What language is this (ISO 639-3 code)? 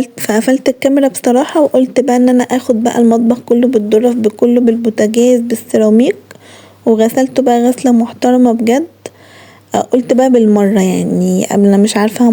arz